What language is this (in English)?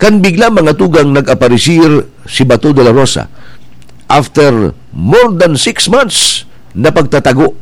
Bikol